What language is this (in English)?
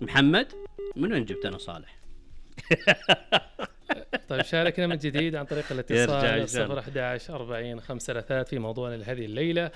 Najdi Arabic